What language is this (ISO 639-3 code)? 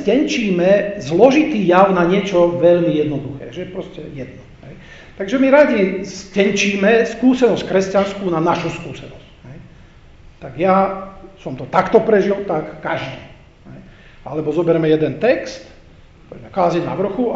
slk